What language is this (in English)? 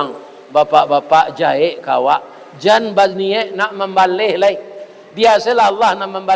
Minangkabau